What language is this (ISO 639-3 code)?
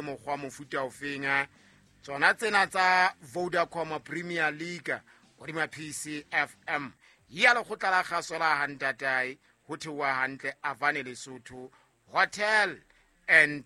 sot